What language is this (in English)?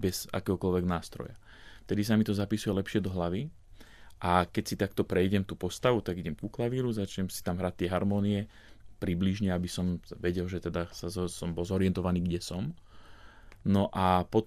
Slovak